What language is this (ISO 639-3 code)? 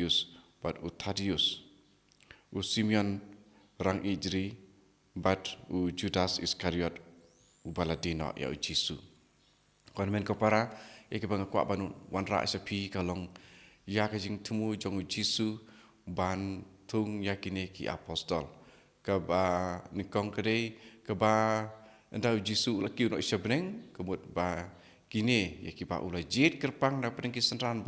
kha